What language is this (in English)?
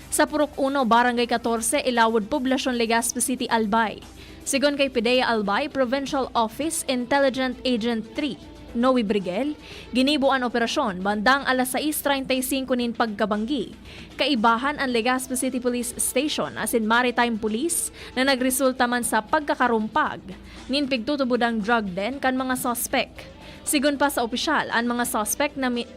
Bikol